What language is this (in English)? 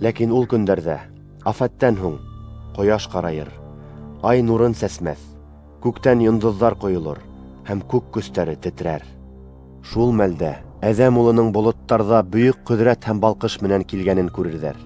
Bashkir